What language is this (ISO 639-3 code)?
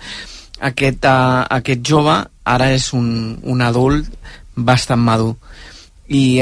cat